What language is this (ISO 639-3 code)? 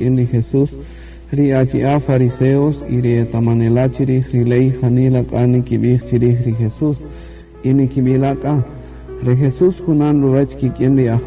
cak